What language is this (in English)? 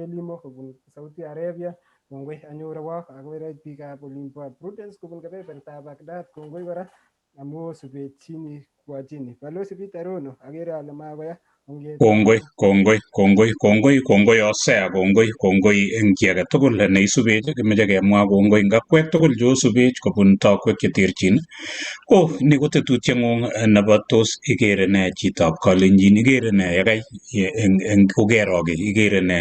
Kalenjin